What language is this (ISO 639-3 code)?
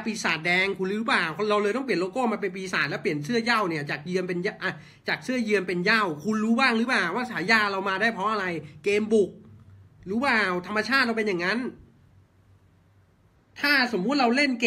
tha